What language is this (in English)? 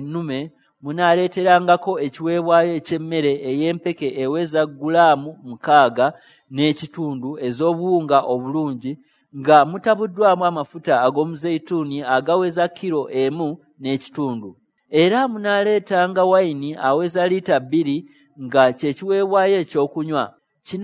Ganda